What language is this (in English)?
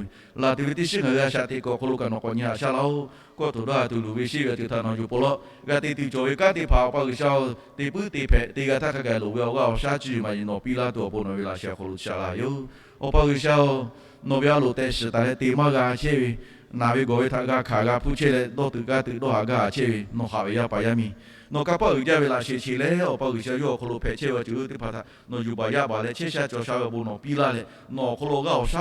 Lahu